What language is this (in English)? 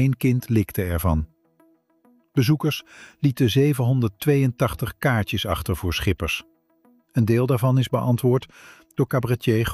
Dutch